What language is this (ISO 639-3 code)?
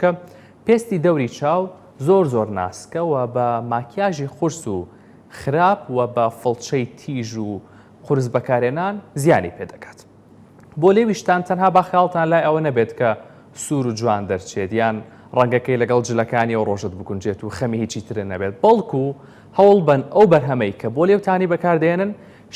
ckb